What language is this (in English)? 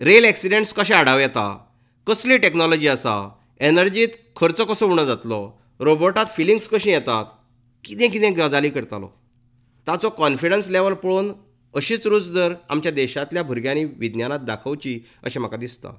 Konkani